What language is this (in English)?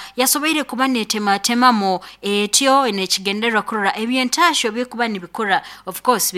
Nyankole